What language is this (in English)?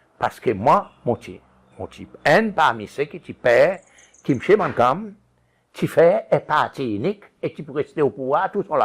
Seselwa Creole French